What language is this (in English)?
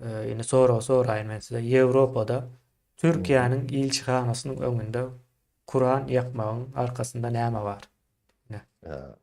Turkmen